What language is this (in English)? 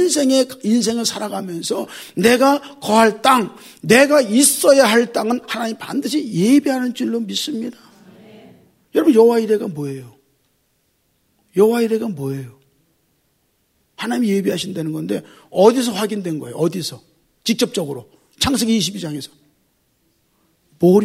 Korean